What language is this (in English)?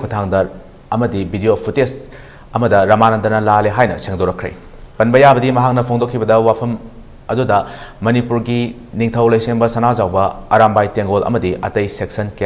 Manipuri